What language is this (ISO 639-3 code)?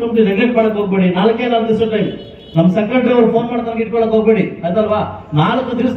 kan